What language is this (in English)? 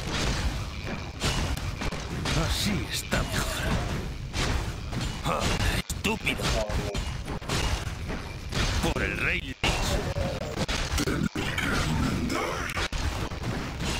Spanish